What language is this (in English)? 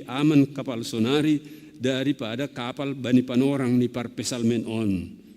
Batak Simalungun